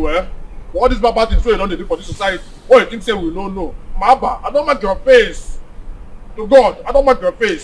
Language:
Nigerian Pidgin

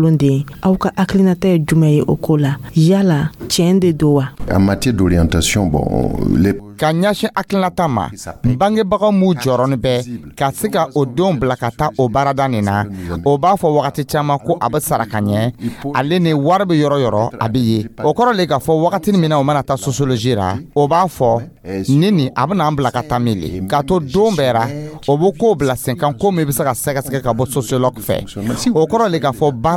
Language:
Dyula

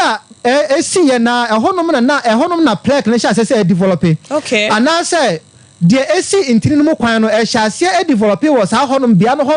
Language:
Akan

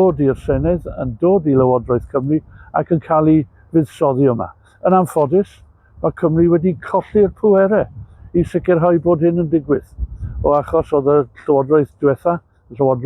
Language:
Welsh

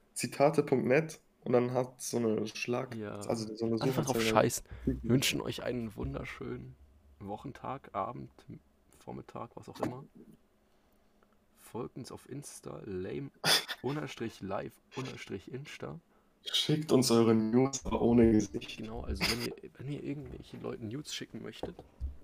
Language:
German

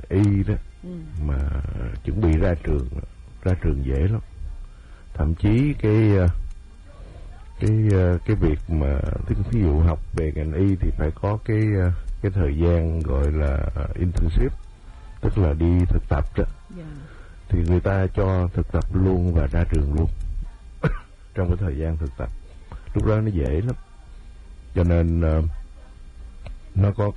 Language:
Vietnamese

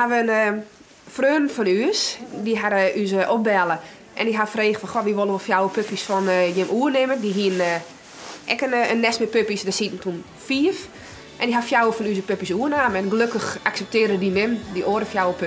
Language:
Western Frisian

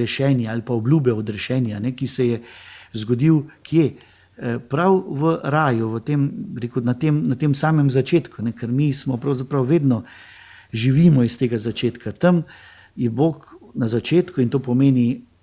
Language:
Slovenian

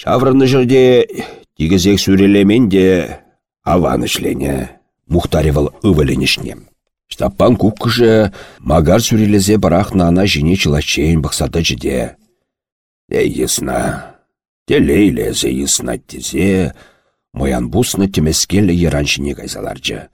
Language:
Chuvash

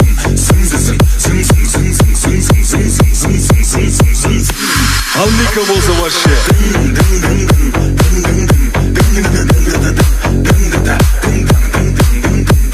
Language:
Kazakh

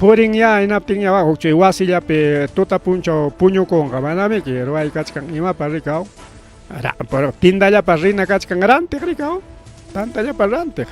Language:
Ayacucho Quechua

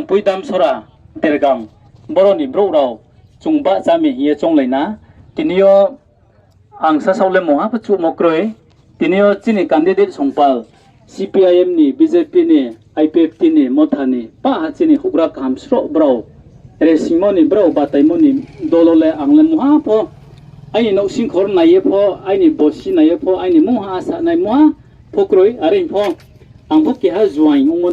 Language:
Riang (India)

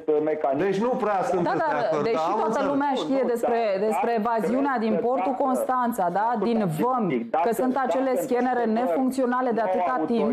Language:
Romanian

